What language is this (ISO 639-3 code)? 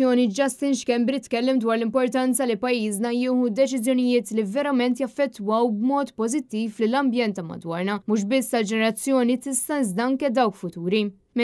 mlt